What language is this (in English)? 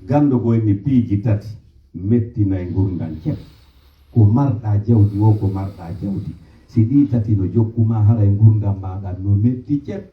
Pular